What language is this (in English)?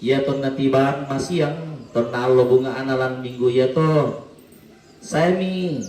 Toraja-Sa'dan